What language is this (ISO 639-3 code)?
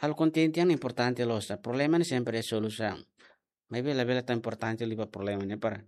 tet